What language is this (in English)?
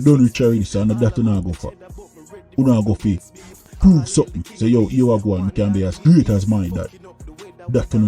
Jamaican Creole English